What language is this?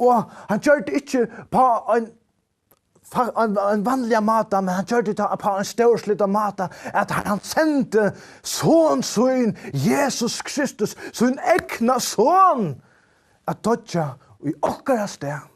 Faroese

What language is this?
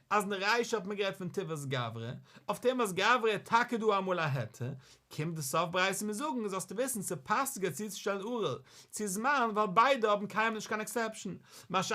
Yiddish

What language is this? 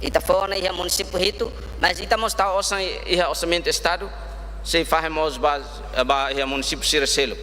Tetum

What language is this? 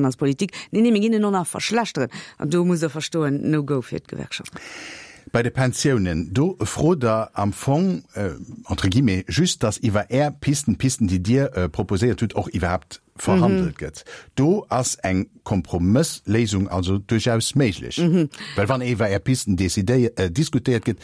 Luxembourgish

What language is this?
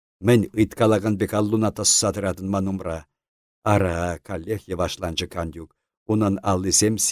Chuvash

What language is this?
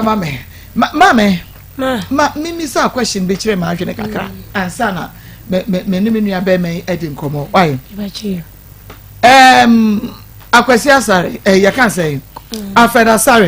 Akan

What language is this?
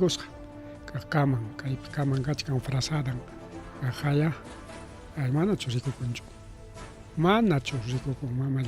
Ayacucho Quechua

